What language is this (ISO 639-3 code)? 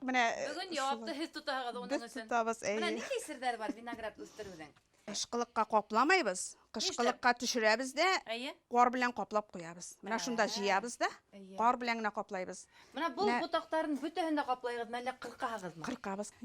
bak